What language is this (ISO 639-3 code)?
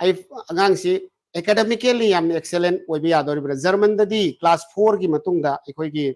mni